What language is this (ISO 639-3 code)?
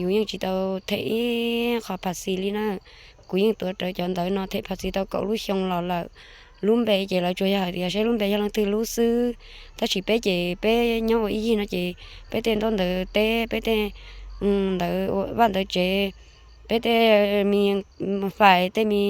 hmn